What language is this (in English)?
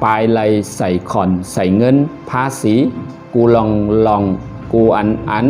Shan